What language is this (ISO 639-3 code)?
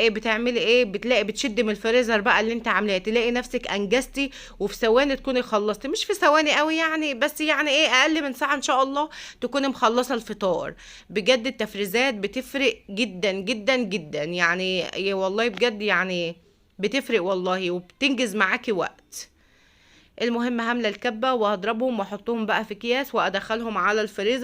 arz